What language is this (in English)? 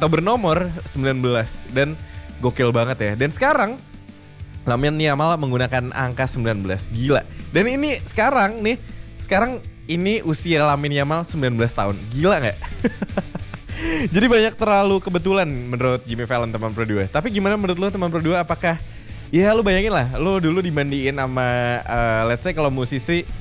Indonesian